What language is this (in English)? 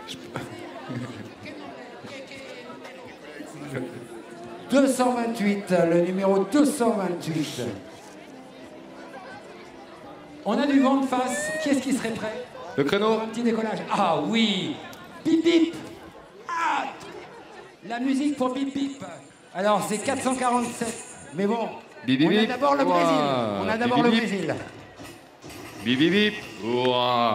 French